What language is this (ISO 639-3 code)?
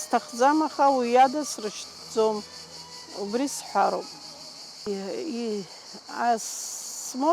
abk